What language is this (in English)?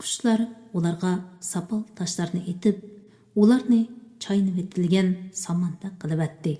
Uyghur